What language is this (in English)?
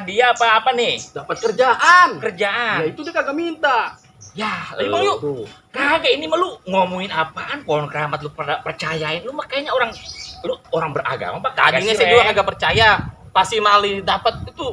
Betawi